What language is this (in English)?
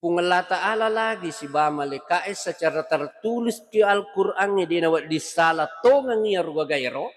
Buginese